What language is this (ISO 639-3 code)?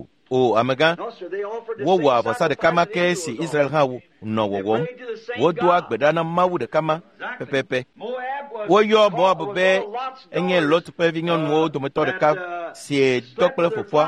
ewe